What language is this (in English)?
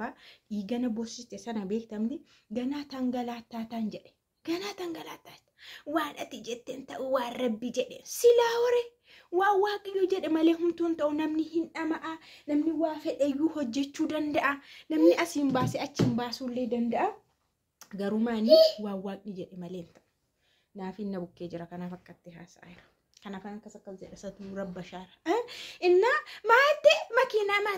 Oromo